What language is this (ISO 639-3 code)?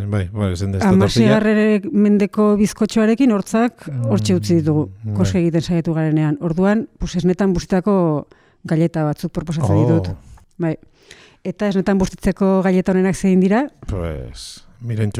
eus